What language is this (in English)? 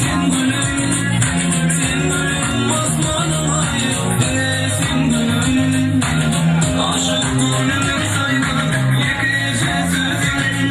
Turkmen